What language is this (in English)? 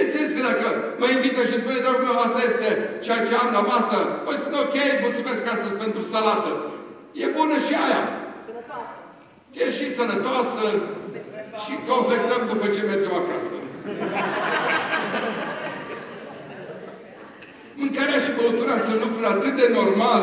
Romanian